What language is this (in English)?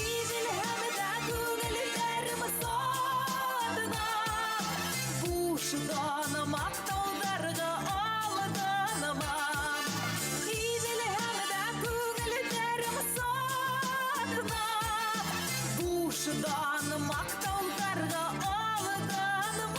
Bashkir